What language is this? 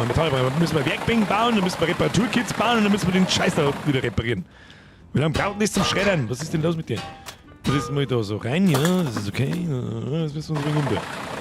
Bavarian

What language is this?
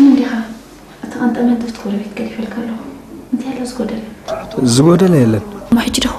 Tigrinya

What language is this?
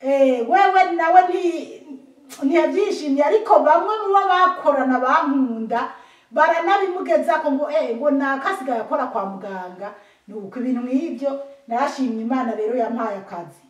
Rundi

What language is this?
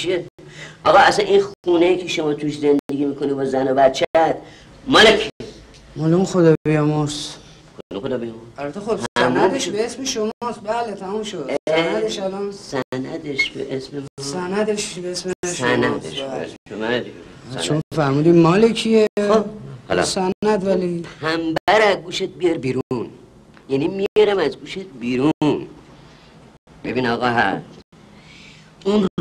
Persian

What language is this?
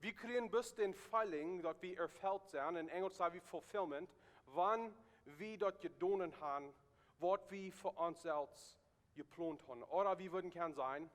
Plautdietsch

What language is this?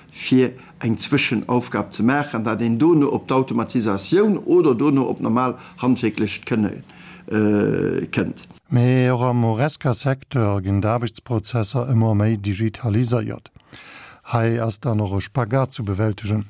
Luxembourgish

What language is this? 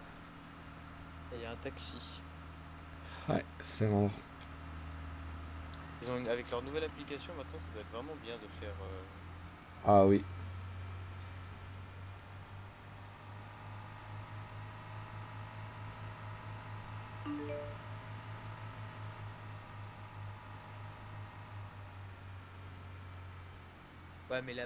French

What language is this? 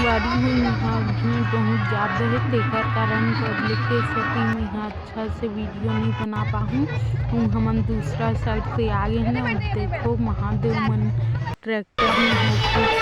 Chhattisgarhi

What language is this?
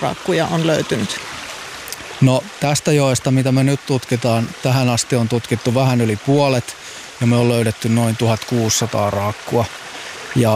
Finnish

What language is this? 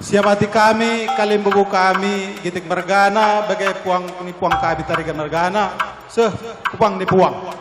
Batak Karo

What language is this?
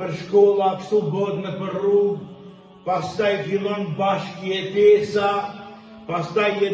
Albanian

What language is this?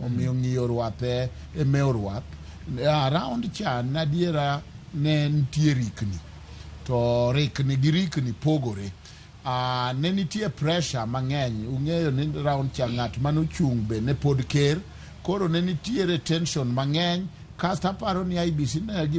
Luo (Kenya and Tanzania)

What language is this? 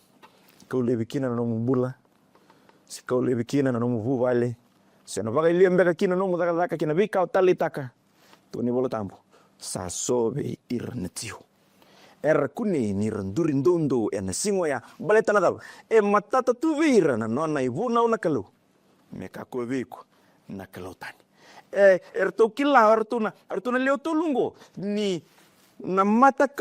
Fijian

